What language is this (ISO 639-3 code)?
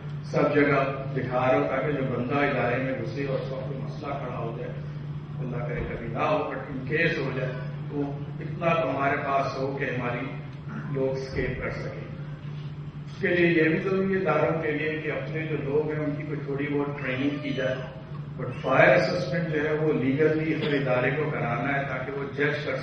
urd